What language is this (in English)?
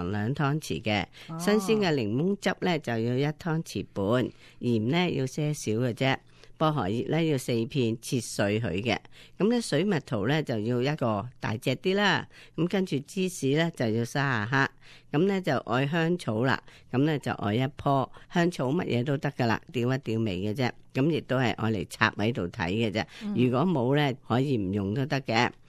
Cantonese